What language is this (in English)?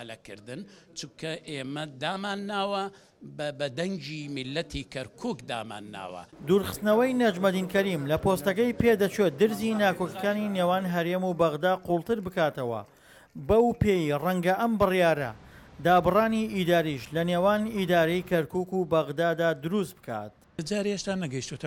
Central Kurdish